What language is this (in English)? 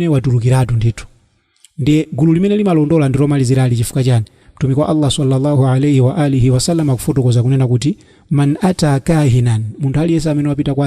Nyanja